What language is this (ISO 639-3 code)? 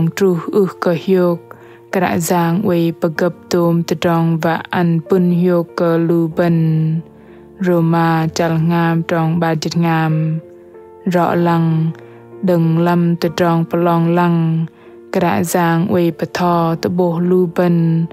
bdq